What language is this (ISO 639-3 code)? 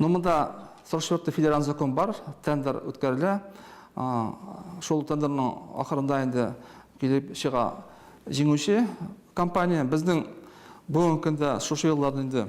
tat